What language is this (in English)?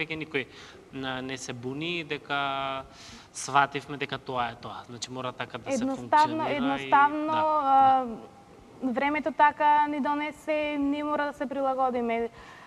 Macedonian